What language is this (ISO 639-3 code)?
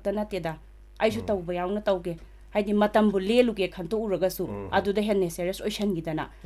mni